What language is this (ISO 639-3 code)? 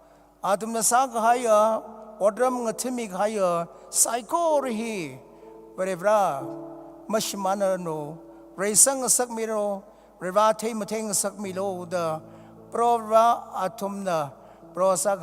nmf